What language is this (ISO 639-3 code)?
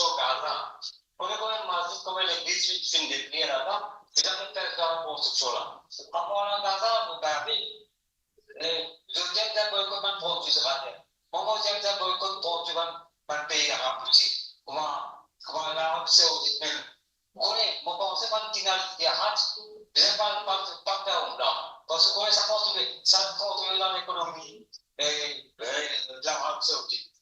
mfe